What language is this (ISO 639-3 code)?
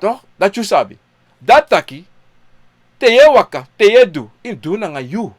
srn